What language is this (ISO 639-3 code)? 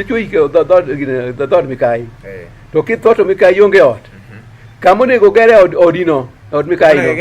luo